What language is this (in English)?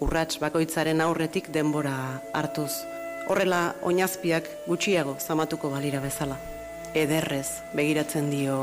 Basque